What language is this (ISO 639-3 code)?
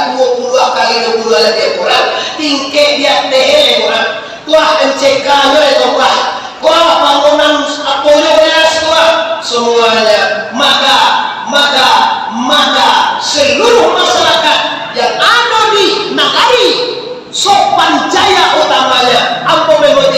min